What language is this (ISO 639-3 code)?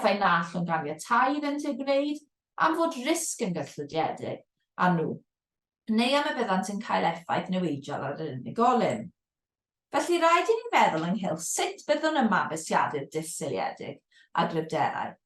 cym